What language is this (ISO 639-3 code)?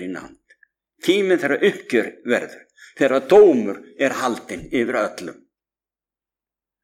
isl